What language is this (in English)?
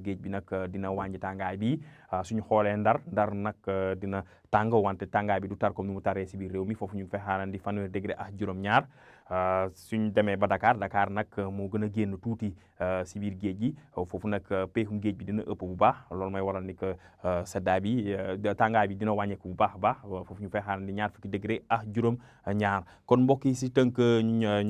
Wolof